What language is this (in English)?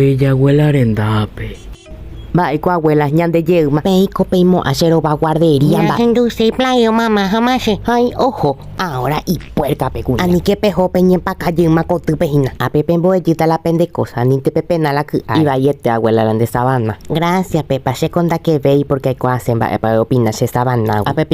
Guarani